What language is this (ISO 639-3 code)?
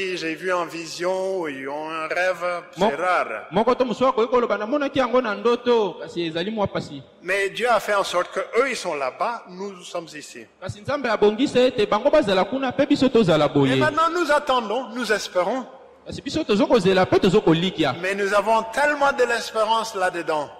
fra